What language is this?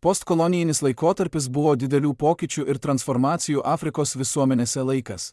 Lithuanian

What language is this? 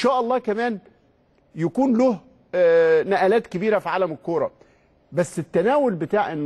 Egyptian Arabic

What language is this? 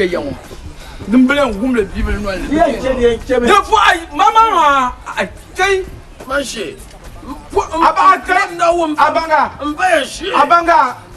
Dagbani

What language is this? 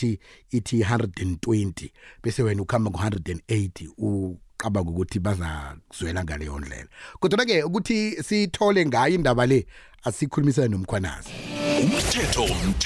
South Ndebele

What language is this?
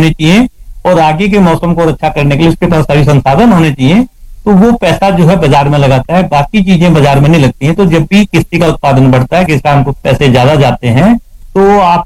Hindi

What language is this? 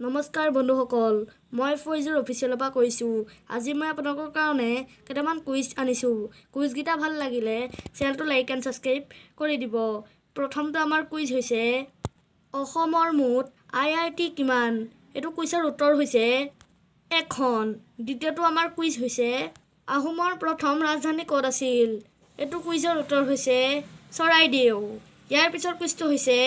Assamese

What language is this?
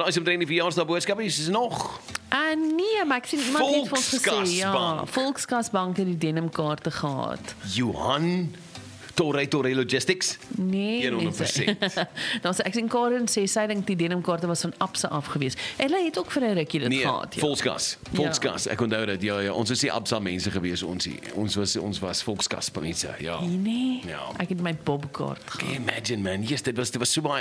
Afrikaans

